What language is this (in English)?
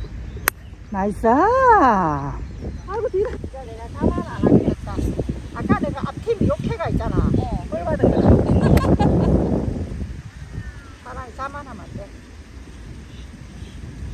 Korean